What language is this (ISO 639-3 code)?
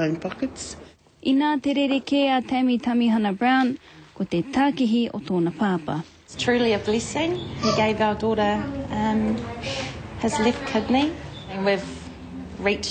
mri